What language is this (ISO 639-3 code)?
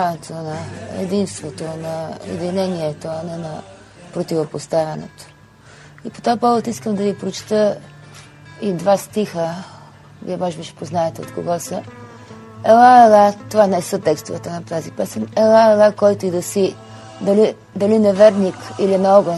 bul